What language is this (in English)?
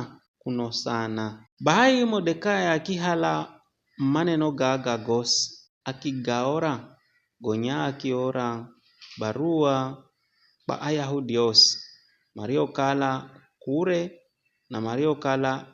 Giryama